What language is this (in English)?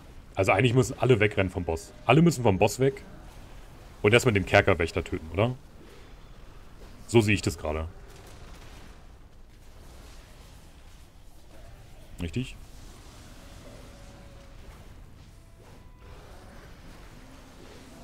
German